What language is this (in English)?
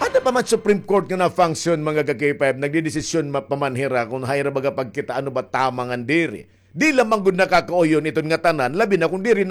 Waray